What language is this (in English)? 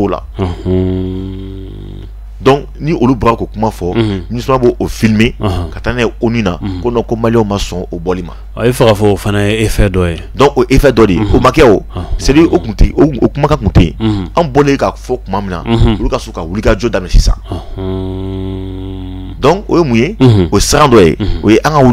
Bambara